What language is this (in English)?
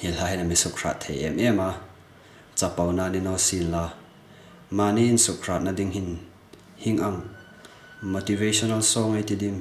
Hmar